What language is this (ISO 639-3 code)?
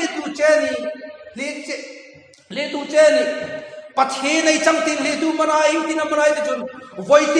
hmr